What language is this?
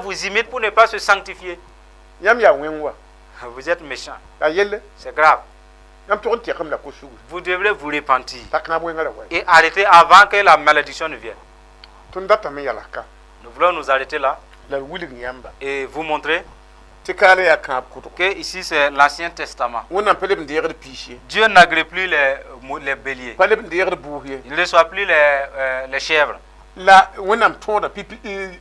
Mossi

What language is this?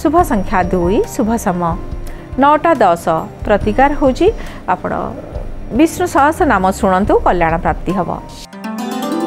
Odia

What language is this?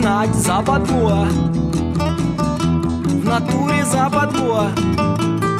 Russian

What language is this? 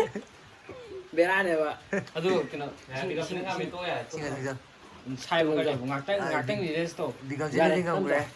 Manipuri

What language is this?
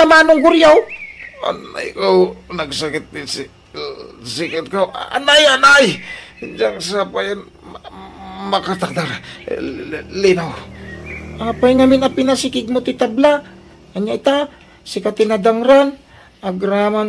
Iloko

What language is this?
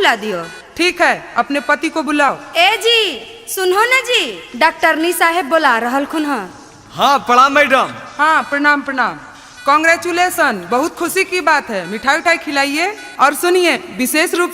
Magahi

